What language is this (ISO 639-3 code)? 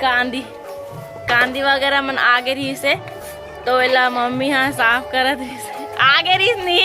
hne